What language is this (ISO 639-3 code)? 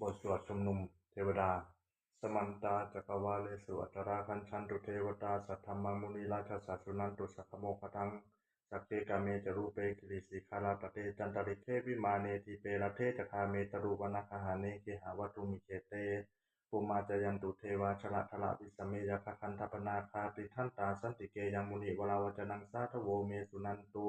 pli